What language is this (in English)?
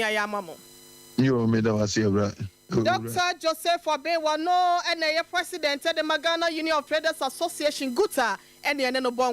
Akan